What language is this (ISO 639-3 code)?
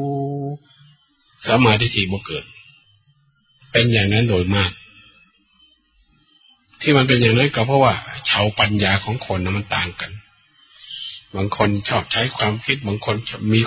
tha